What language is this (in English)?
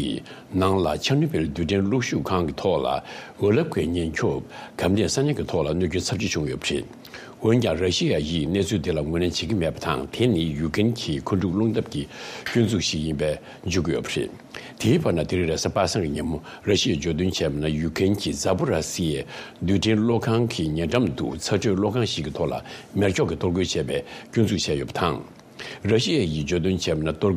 Tibetan